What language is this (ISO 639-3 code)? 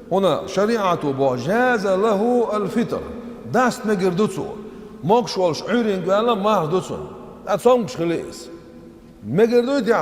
che